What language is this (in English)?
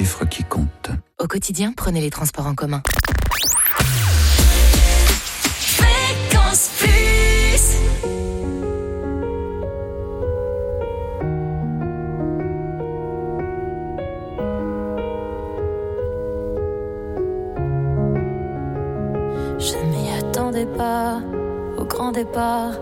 French